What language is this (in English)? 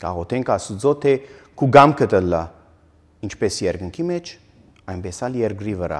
Armenian